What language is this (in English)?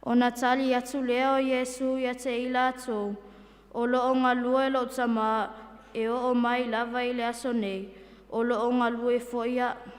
Samoan